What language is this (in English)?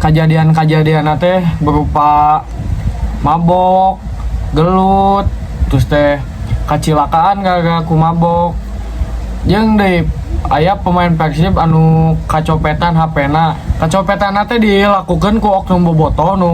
Sundanese